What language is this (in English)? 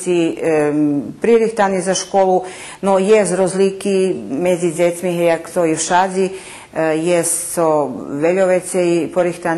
Rusyn